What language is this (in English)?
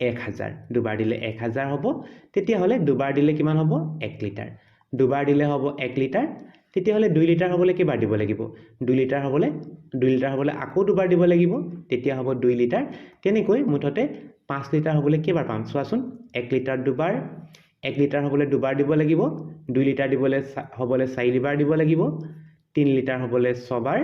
Assamese